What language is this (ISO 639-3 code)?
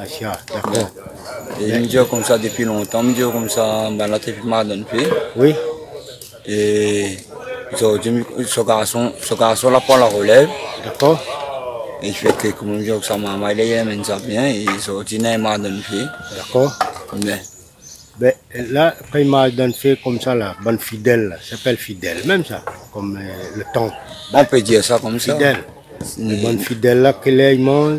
rcf